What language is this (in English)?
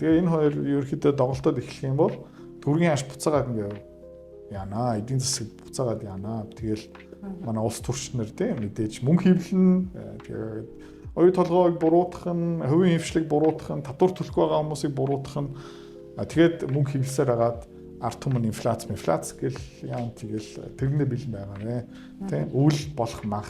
Mongolian